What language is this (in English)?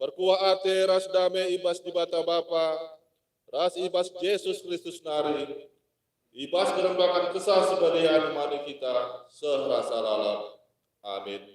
Batak Karo